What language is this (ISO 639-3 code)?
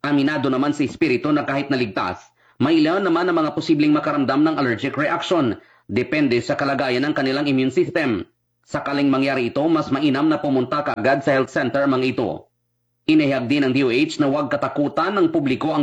fil